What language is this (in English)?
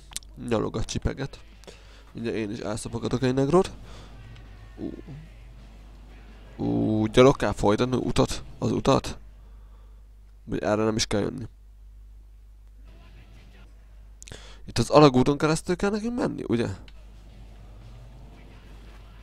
Hungarian